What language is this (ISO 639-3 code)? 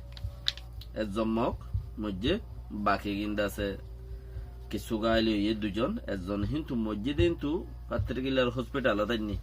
rhg